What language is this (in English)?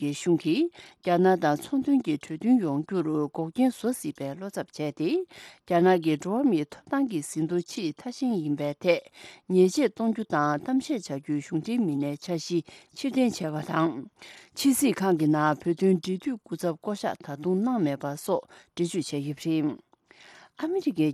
Tibetan